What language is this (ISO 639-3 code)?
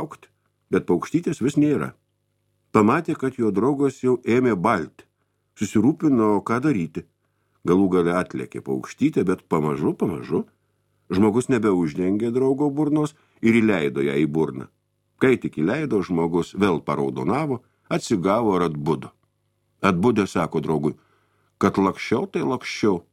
lit